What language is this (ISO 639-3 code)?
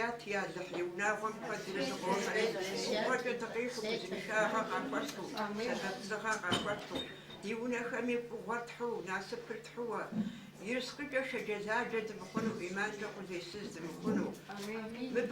kbd